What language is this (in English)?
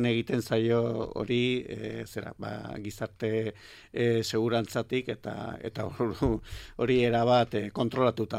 Basque